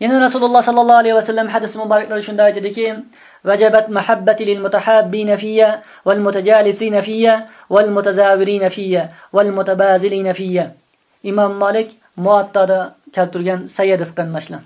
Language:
Uyghur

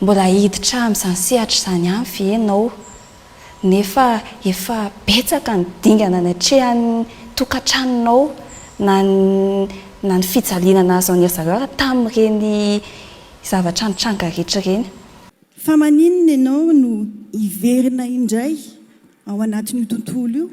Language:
Malagasy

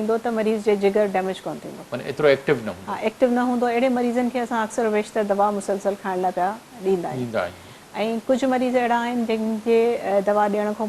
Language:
Sindhi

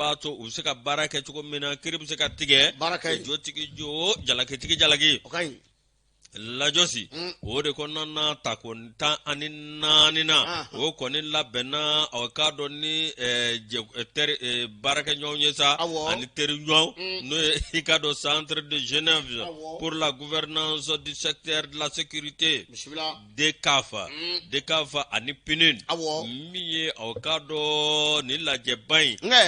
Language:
Bambara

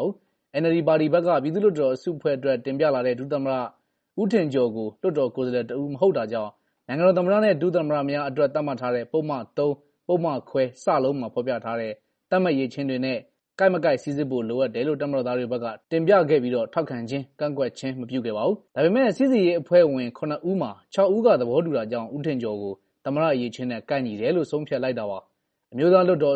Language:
Burmese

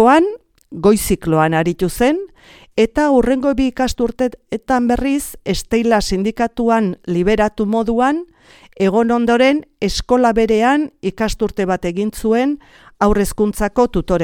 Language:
Basque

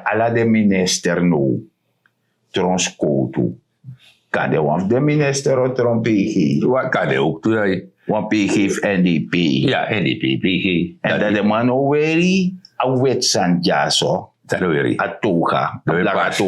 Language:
Sranan Tongo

